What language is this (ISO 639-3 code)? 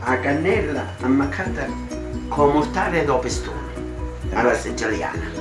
scn